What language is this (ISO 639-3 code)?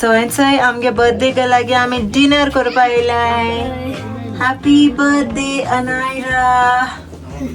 kok